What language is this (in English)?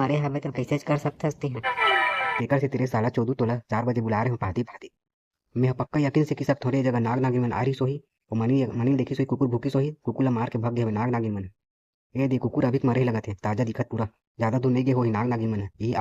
Chhattisgarhi